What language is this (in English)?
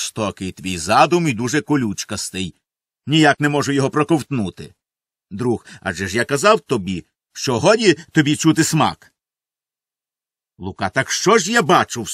Ukrainian